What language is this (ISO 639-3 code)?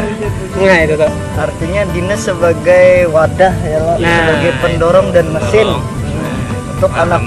bjn